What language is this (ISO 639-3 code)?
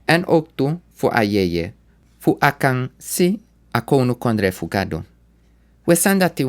srn